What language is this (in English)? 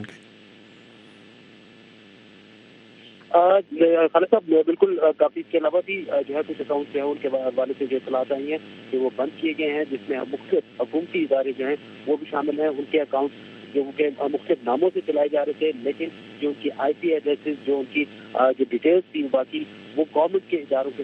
Urdu